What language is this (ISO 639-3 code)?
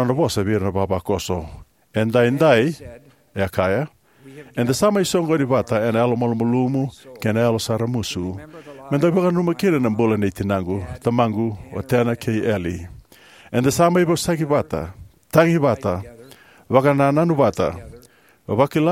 fij